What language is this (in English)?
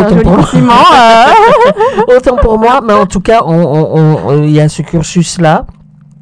French